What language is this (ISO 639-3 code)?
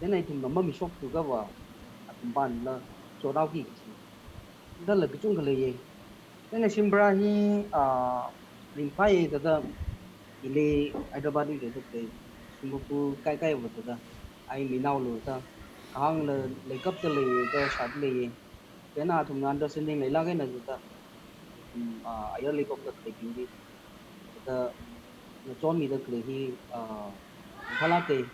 nmf